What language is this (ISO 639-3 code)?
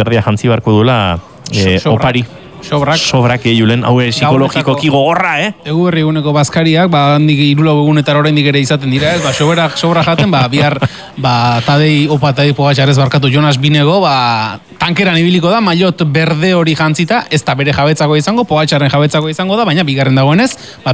eus